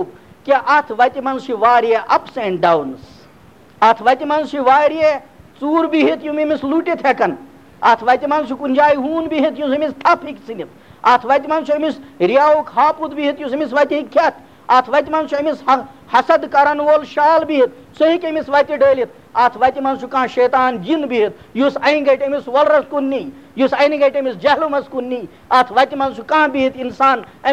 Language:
Kashmiri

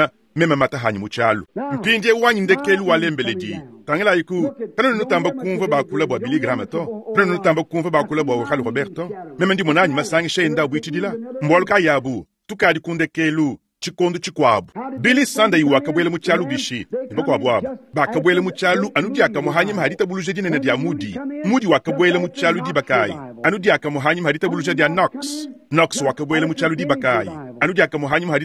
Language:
Luba-Lulua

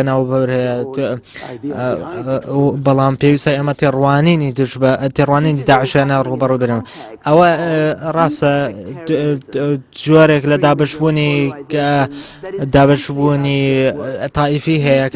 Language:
Central Kurdish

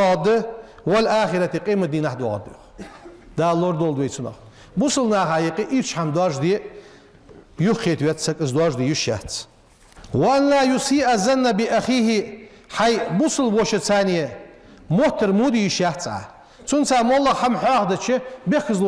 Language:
Ingush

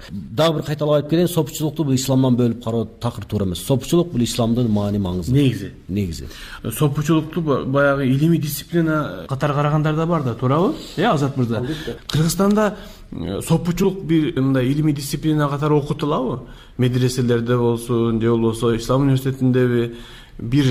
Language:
Kyrgyz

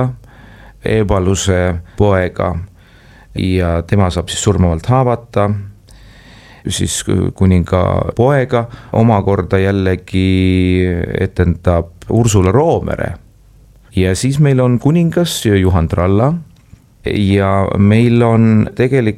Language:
Estonian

